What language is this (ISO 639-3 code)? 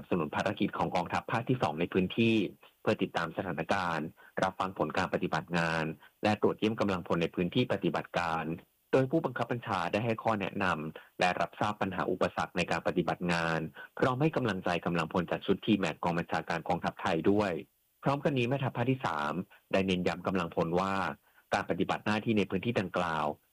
tha